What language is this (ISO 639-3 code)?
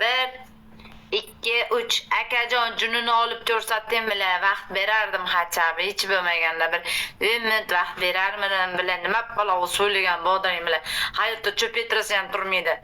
uzb